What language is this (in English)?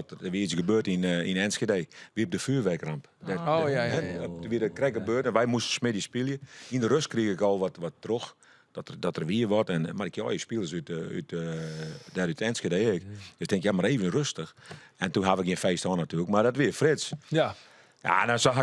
Western Frisian